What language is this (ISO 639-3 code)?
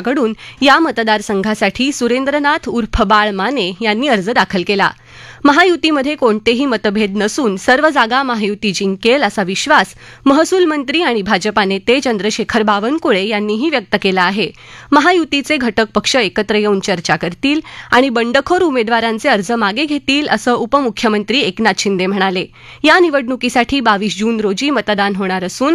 mar